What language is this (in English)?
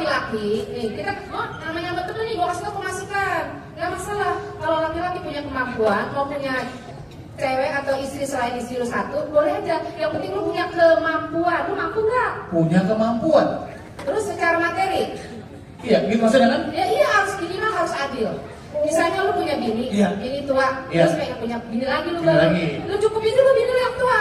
Betawi